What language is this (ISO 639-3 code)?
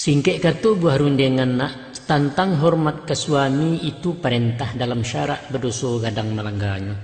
min